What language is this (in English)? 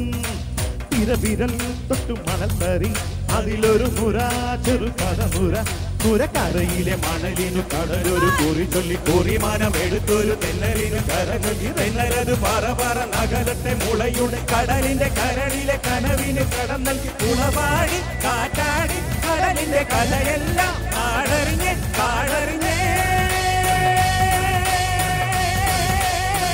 Malayalam